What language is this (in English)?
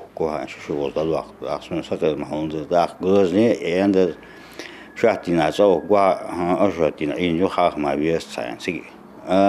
Ingush